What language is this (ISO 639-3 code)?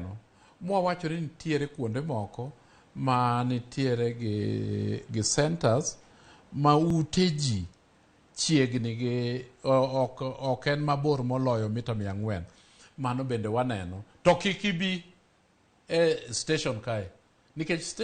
luo